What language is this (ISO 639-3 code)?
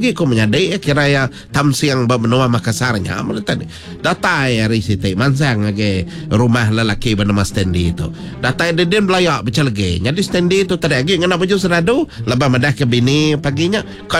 iba